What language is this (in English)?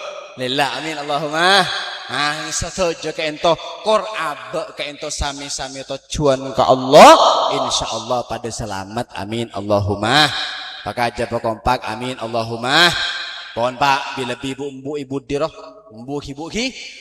Madurese